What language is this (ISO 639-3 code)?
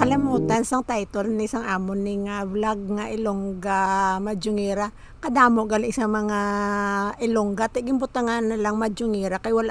hil